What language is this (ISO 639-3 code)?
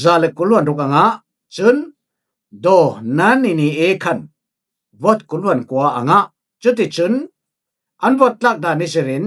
cfm